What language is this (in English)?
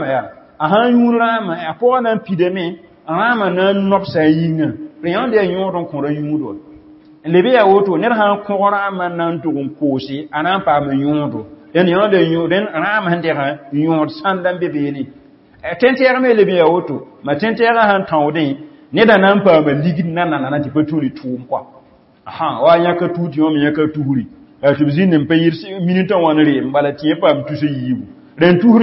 Mossi